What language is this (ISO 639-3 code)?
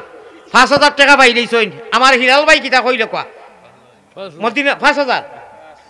syl